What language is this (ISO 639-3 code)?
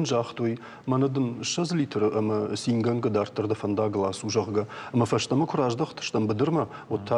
oss